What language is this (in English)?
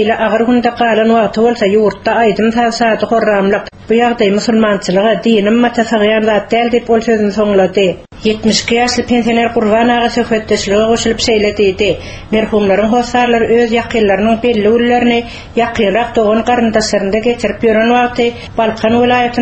Turkmen